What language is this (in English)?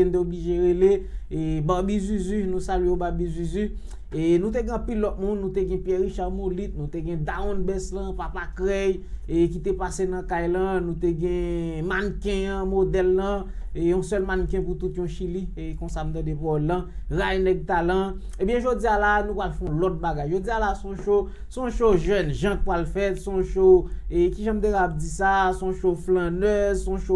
Haitian Creole